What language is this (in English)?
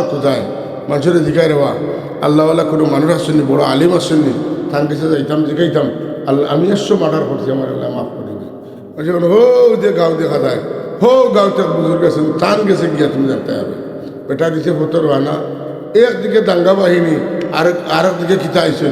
Sylheti